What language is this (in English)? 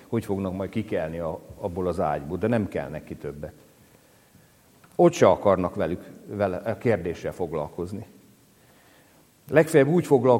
Hungarian